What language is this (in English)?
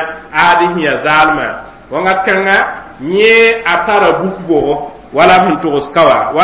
Mossi